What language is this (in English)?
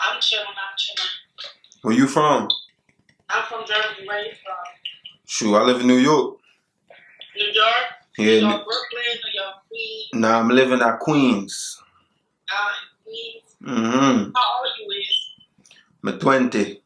Jamaican Creole English